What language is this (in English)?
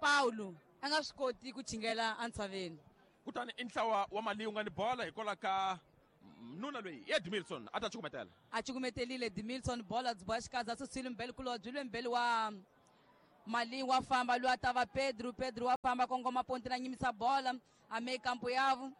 Tsonga